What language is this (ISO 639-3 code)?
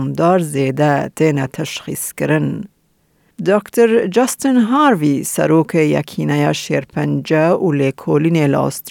kur